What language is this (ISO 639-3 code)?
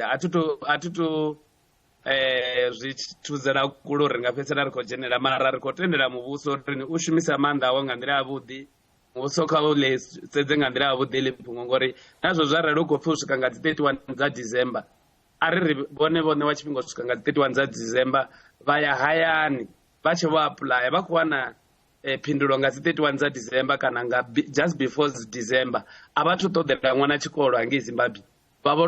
ven